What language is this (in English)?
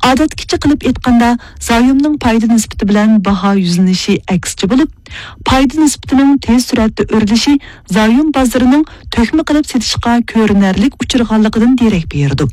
Uyghur